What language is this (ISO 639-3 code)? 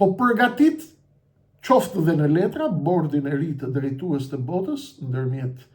sqi